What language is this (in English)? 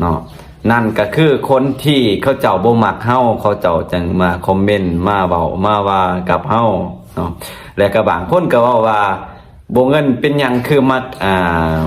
Lao